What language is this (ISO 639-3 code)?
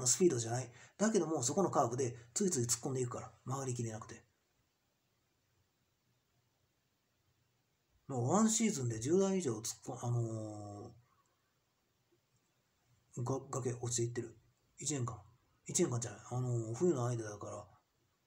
jpn